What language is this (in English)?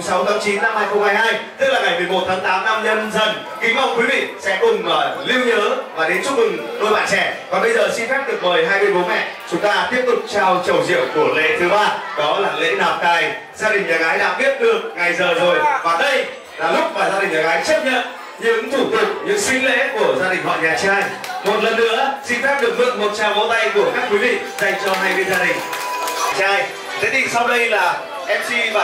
Vietnamese